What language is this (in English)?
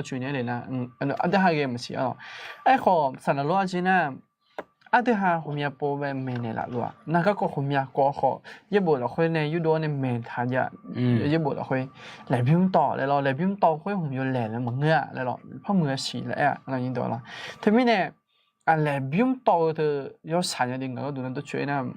Akha